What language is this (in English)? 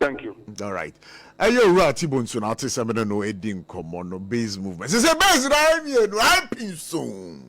Akan